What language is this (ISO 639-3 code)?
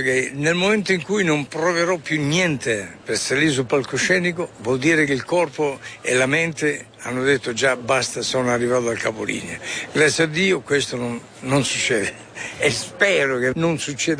ita